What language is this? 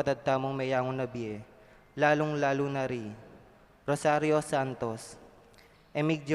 Pampanga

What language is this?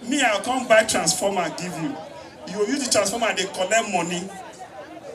Nigerian Pidgin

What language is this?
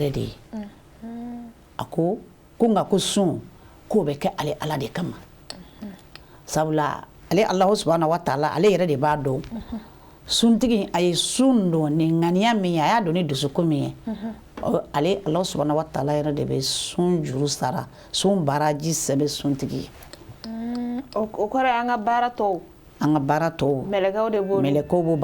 Bambara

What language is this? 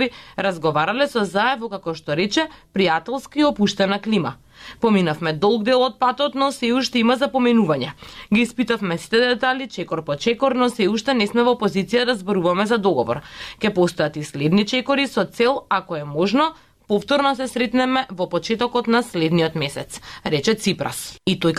Macedonian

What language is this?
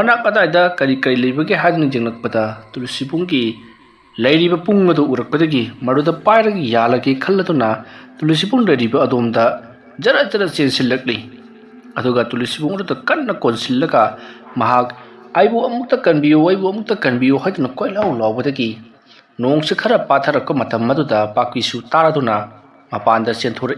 Manipuri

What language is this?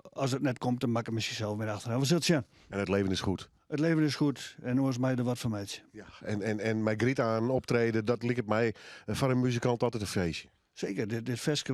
Western Frisian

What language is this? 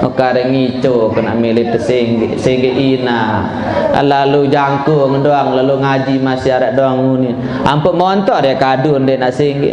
Sasak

